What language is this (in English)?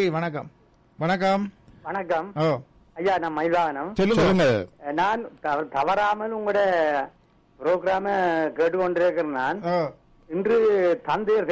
Tamil